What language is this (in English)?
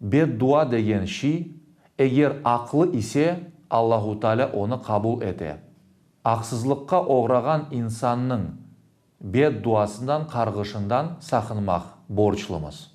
Crimean Tatar